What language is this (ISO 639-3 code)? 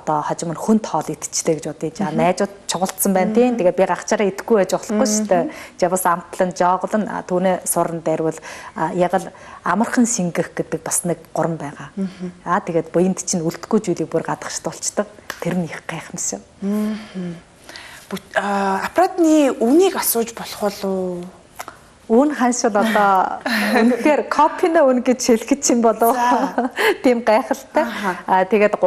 mon